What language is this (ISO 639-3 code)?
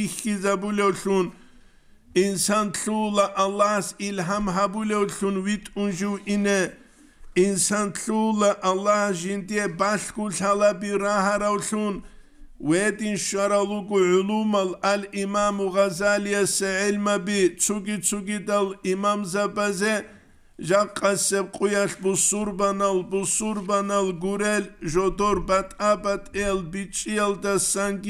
ava